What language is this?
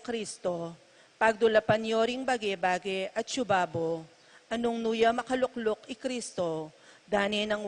Pampanga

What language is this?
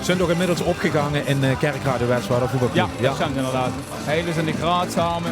Limburgish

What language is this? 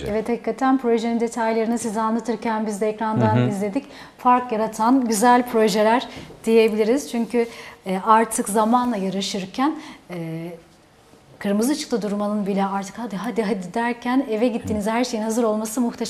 Turkish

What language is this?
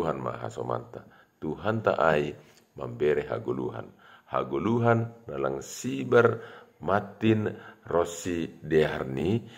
Batak Simalungun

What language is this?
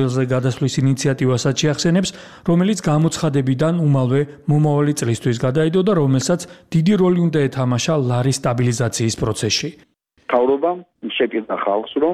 Georgian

